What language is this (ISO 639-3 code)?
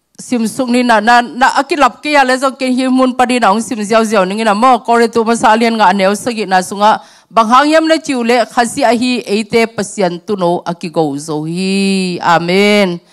ctd